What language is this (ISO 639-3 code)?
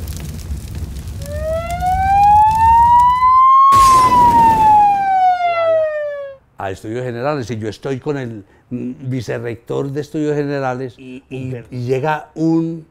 spa